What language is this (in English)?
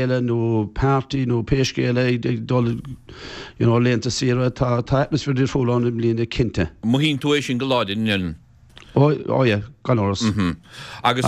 Irish